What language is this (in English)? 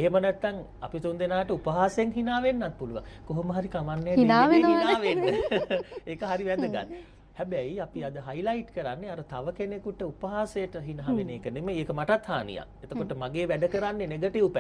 Sinhala